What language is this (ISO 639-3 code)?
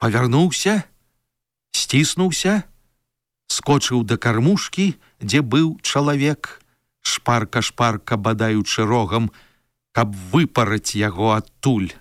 bel